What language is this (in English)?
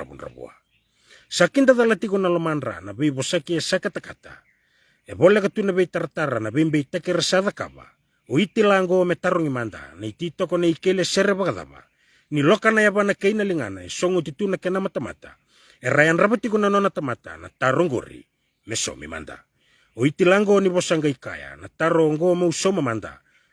Fijian